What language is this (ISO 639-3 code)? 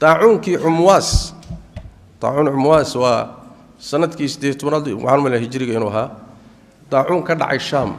som